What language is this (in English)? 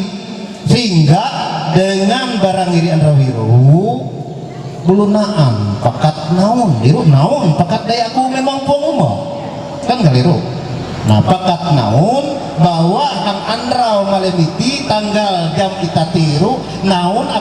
Ma'anyan